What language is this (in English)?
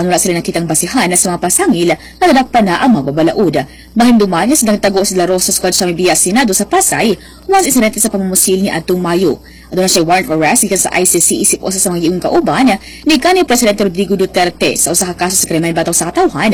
Cebuano